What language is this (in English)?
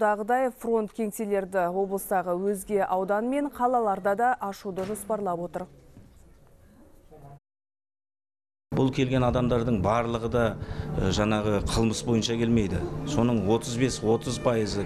Kazakh